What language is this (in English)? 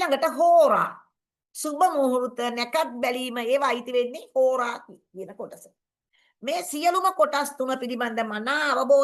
Sinhala